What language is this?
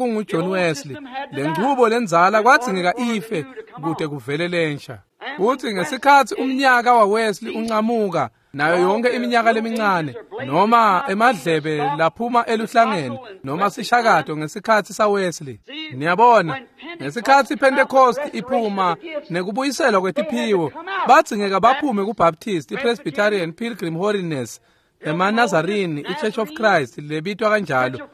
Swati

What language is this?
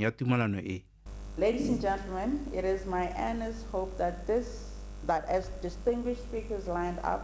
Tswana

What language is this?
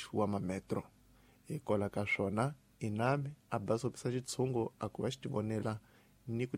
Tsonga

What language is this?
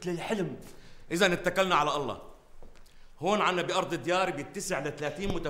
North Levantine Arabic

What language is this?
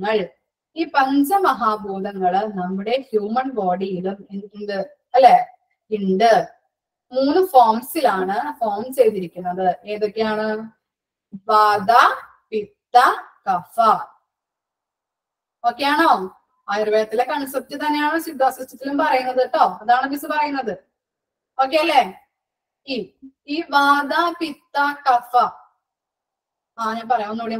Malayalam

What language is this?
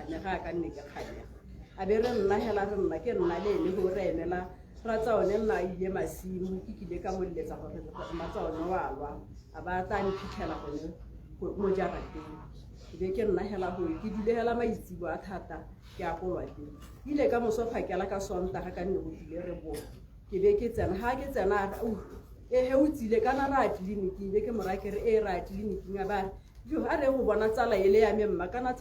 Tswana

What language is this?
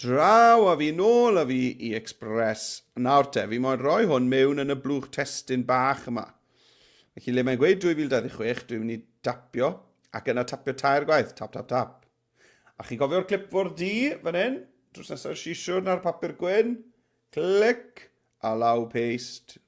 Welsh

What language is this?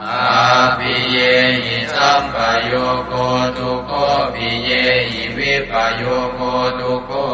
Pali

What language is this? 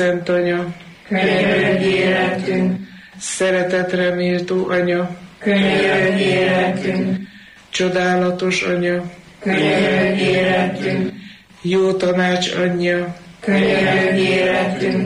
Hungarian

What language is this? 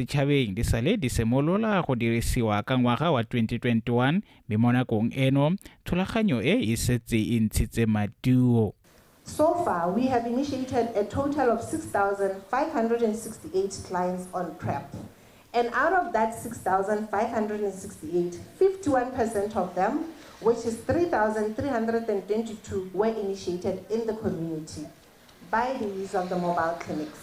Tswana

